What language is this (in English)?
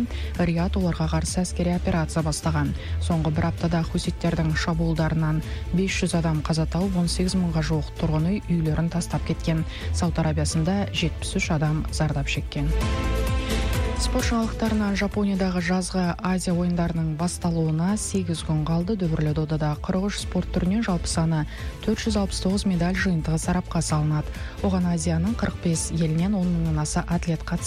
Kazakh